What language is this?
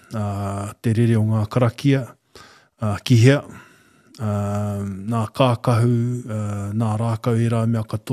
Māori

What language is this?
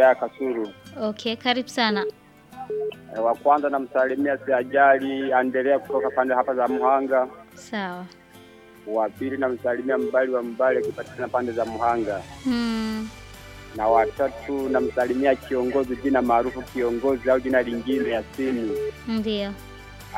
Swahili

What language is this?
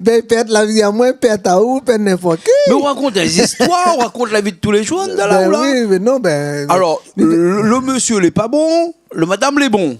Réunion Creole French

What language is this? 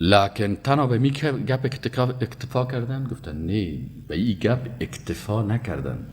Persian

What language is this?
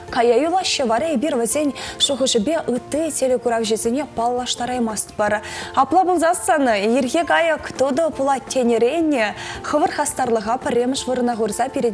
Chuvash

